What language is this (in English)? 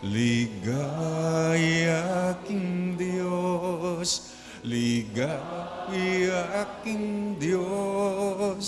Pampanga